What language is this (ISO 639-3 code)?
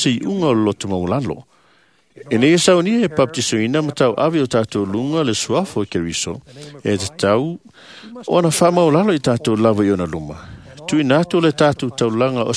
smo